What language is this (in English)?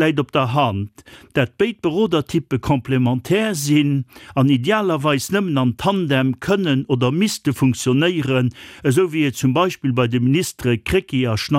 Luxembourgish